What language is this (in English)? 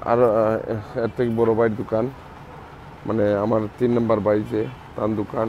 Sylheti